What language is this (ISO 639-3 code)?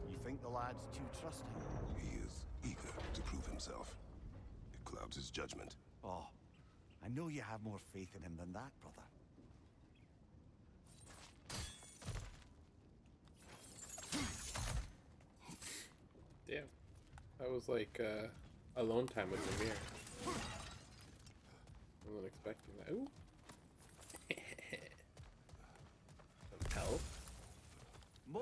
eng